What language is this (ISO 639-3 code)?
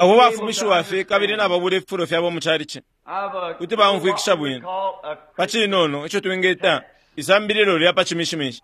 bem